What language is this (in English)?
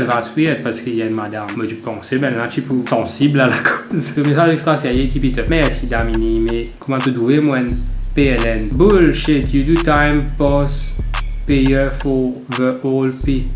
Morisyen